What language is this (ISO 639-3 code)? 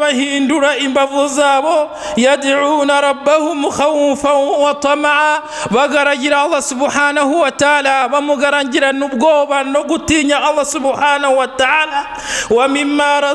kin